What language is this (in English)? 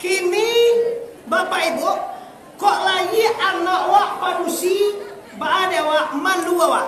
Minangkabau